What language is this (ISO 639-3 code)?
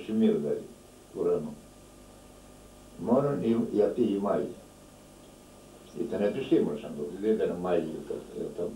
ell